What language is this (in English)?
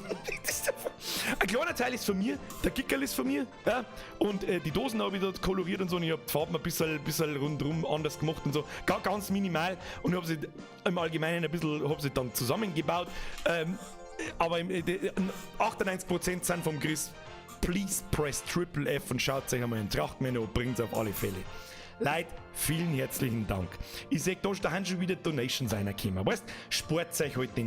Bavarian